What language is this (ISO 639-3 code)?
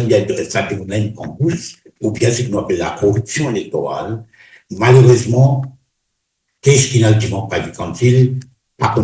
mfe